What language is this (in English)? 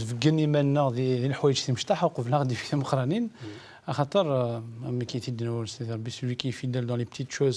Kabyle